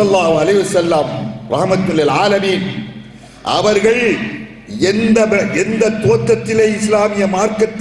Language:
Tamil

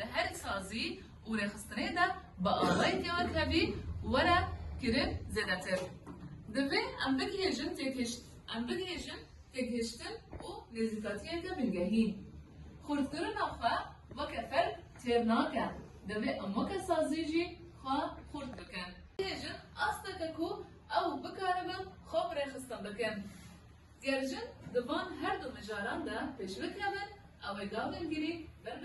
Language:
Kurdish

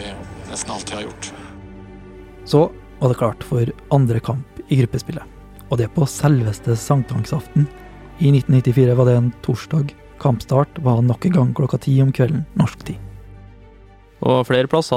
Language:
Norwegian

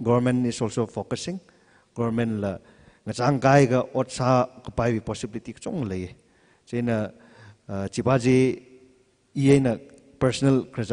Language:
Tangkhul Naga (India)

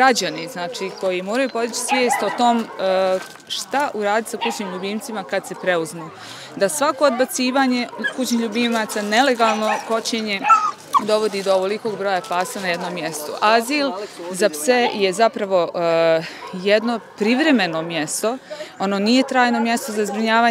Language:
Bosnian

